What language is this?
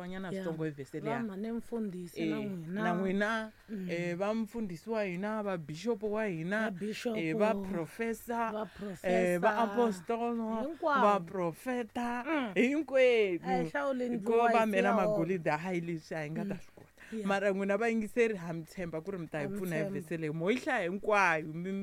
Tsonga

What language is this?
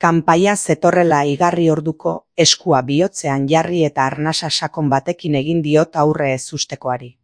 Basque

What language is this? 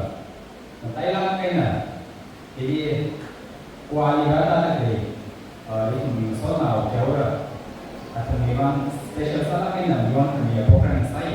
Tangkhul Naga (India)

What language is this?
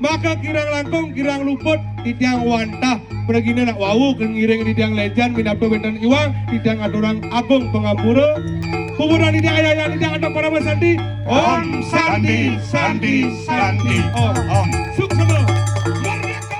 Balinese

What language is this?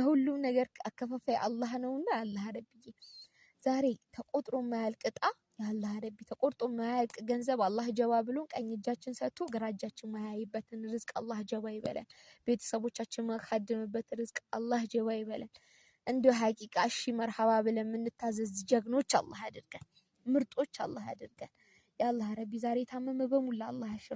Amharic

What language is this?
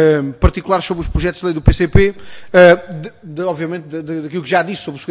Portuguese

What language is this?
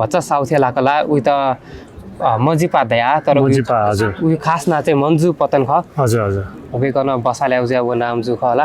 Newari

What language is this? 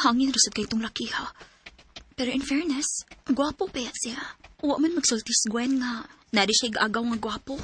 Cebuano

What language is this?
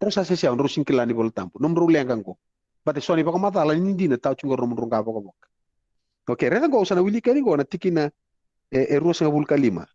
Fijian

